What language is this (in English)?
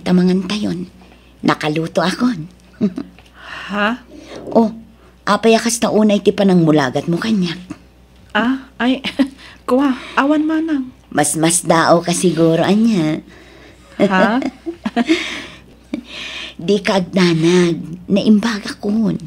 Iloko